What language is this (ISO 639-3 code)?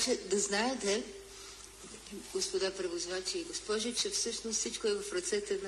bul